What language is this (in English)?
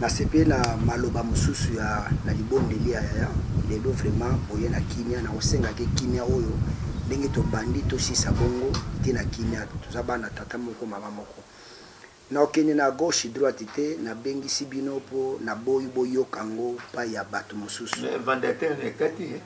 Lingala